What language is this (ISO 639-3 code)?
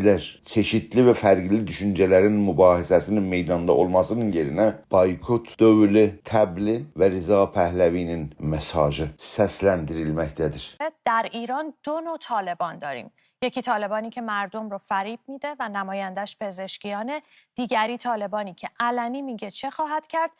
azb